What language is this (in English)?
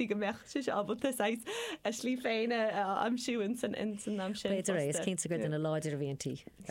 Irish